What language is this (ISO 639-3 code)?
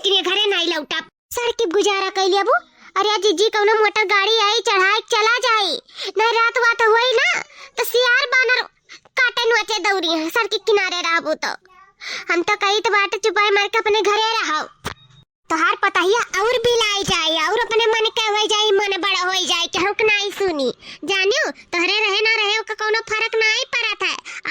awa